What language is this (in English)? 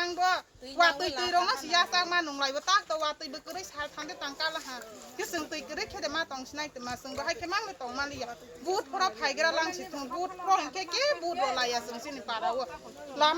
Kok Borok